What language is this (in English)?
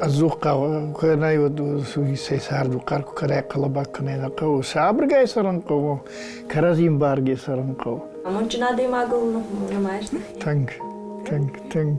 Ossetic